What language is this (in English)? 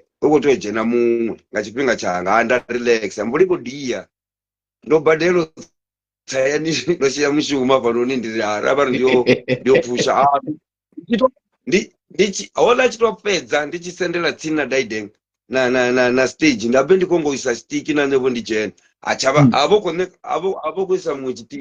Venda